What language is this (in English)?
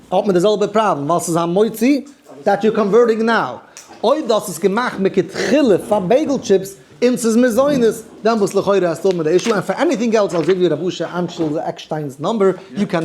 Yiddish